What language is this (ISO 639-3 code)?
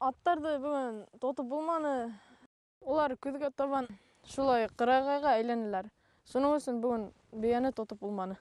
bak